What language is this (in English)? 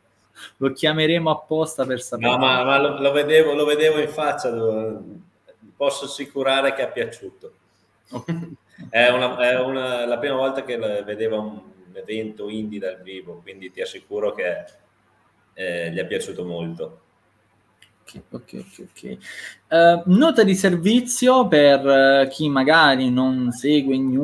Italian